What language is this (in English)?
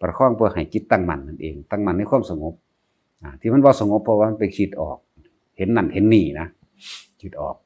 Northeastern Thai